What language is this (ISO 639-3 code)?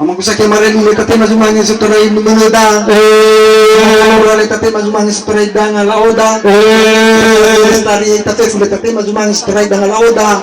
nia